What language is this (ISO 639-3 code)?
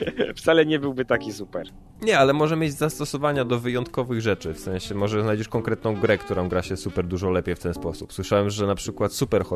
pol